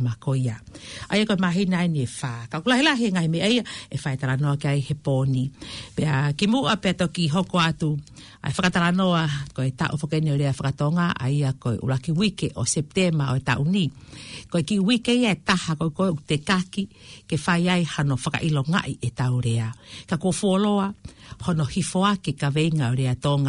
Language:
Tongan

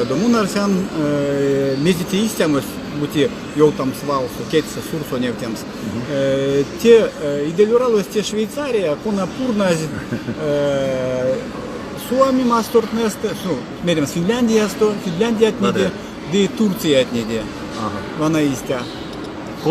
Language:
Erzya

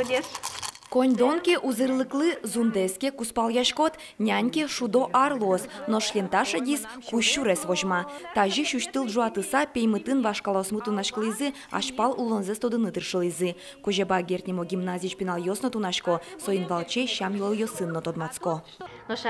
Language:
Udmurt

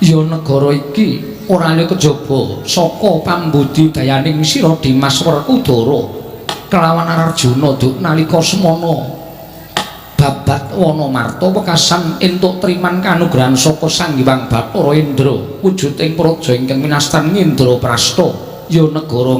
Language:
Javanese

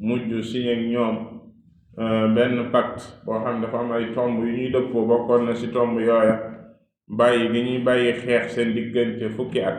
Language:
Wolof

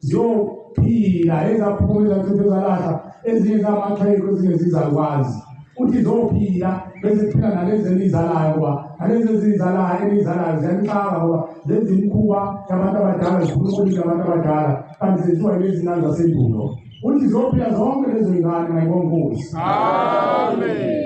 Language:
Zulu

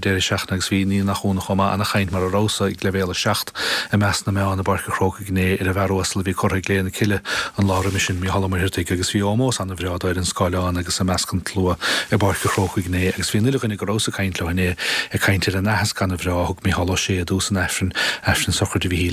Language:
Irish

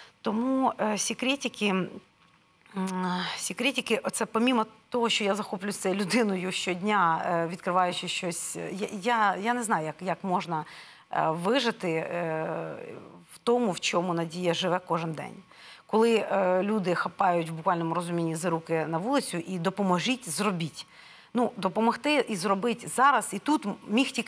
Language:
Ukrainian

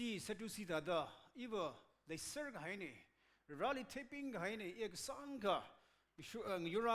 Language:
Tangkhul Naga (India)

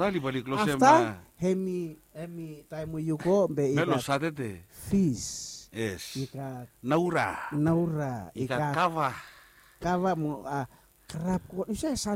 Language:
Bislama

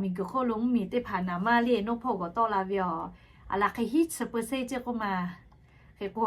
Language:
Lahu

